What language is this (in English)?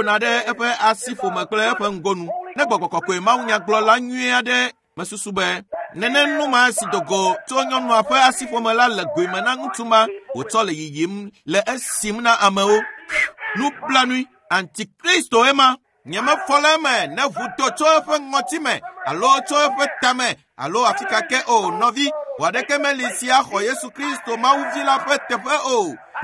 Ewe